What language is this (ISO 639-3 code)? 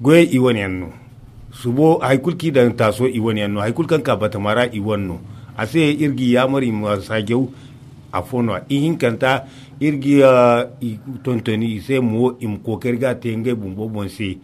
dje